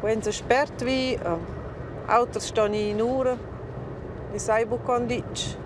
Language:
Romansh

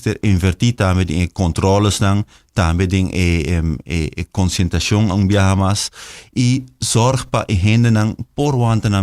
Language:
Papiamento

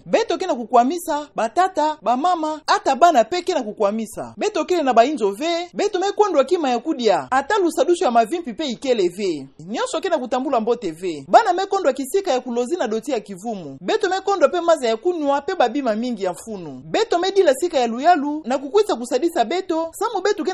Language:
Kituba (Democratic Republic of Congo)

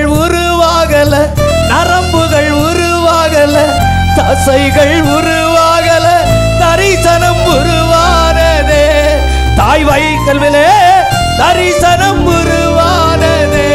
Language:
Tamil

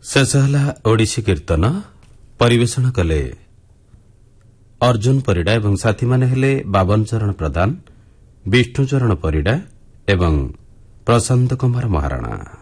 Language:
Odia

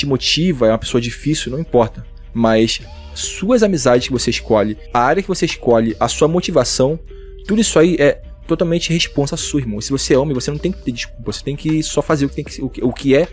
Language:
Portuguese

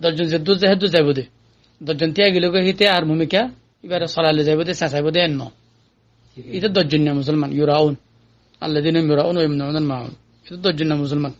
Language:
Rohingya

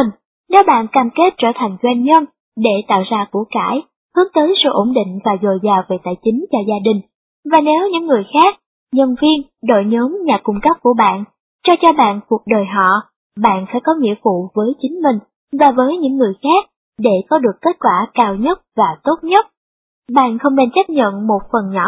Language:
Vietnamese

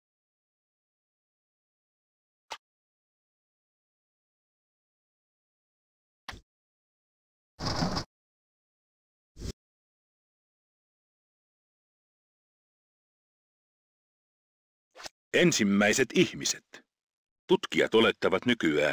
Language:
Finnish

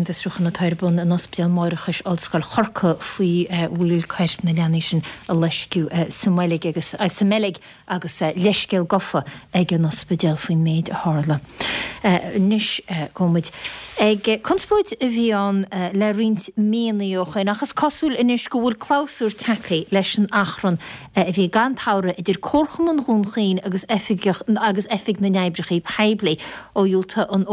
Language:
Irish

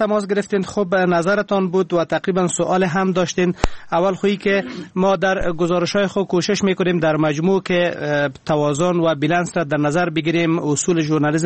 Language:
Persian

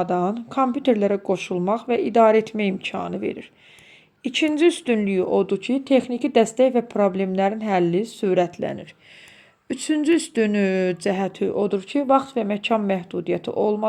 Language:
Azerbaijani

